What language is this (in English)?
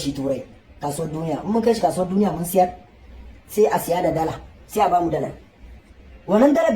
Hausa